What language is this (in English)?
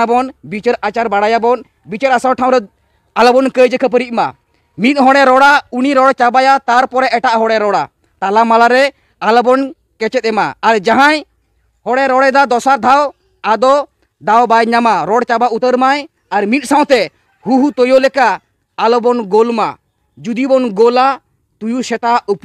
Santali